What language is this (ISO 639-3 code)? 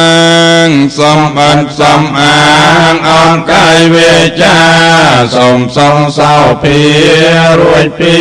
khm